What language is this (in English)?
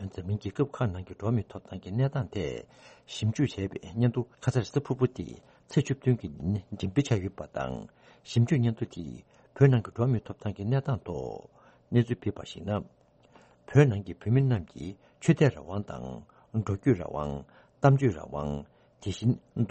Tibetan